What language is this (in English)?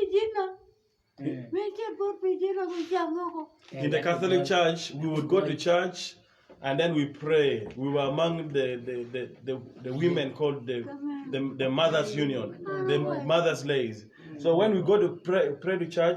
Acoli